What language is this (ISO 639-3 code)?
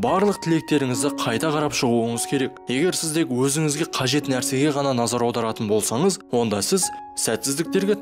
kaz